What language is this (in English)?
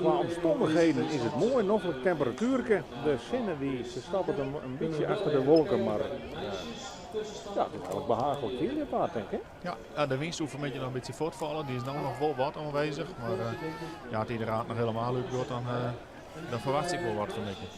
Western Frisian